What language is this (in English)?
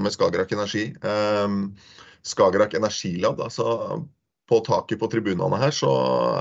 Norwegian